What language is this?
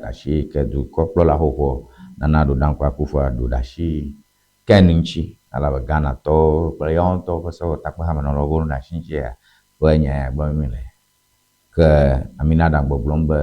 Ewe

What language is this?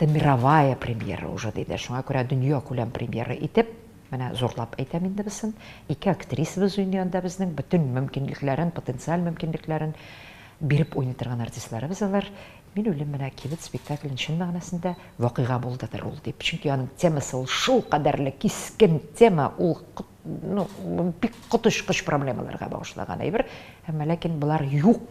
Tatar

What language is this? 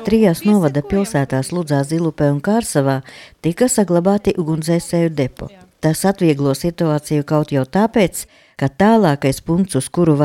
Latvian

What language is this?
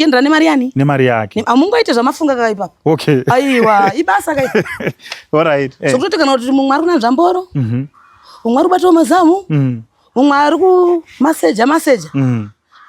Shona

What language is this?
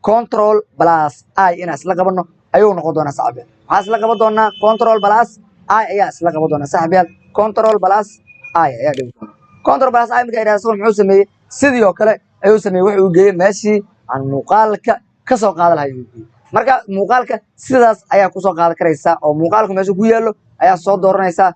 Somali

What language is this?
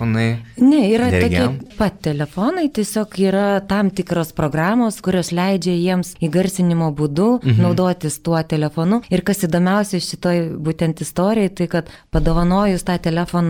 Lithuanian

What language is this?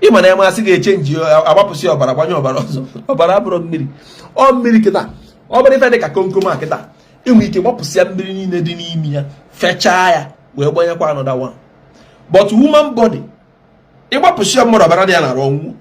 Igbo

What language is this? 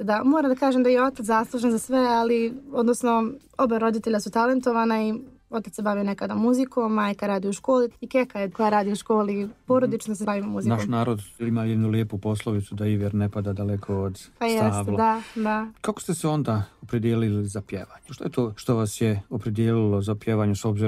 Serbian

